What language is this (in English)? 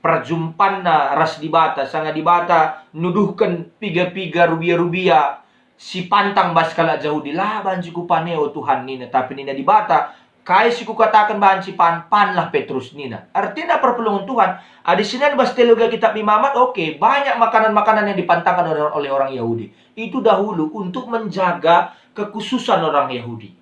Batak Karo